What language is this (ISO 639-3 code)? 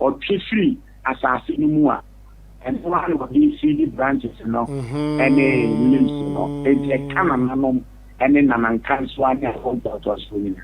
aka